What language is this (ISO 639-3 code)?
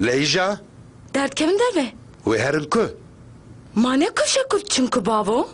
kur